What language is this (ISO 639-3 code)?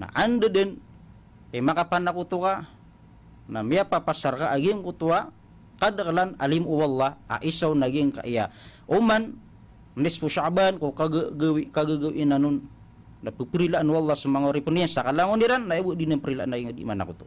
mrw